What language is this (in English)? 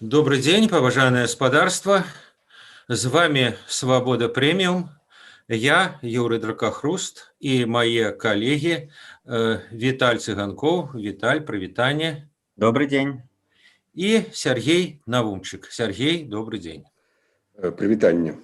Belarusian